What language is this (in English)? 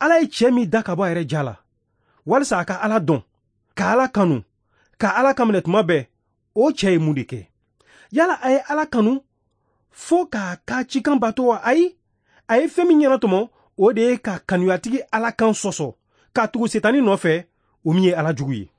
Bambara